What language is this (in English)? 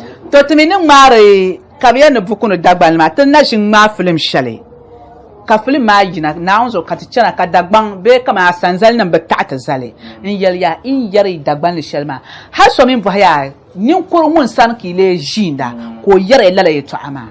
Dagbani